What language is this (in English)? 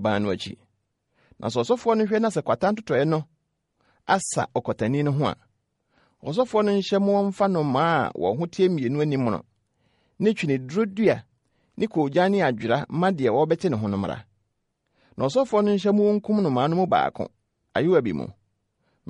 Akan